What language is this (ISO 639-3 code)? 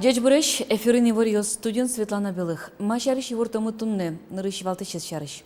udm